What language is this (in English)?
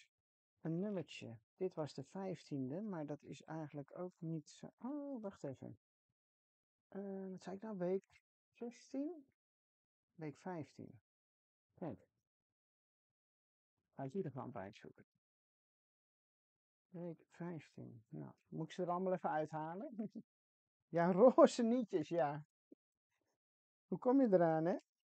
Dutch